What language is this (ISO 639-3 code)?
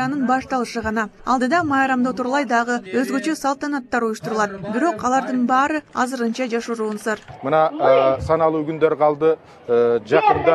kir